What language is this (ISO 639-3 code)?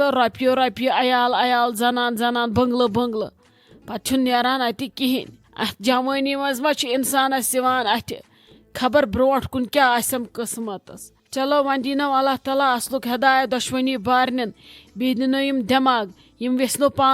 kas